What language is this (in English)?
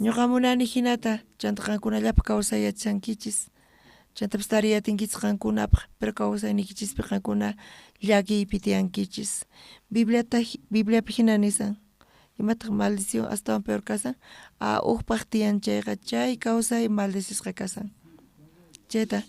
South Bolivian Quechua